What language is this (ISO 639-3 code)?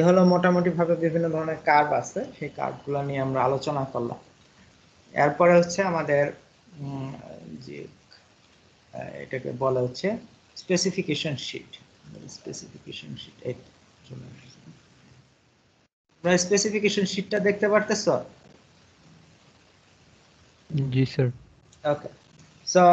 ben